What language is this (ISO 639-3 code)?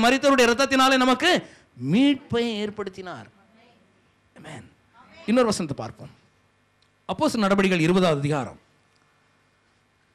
tam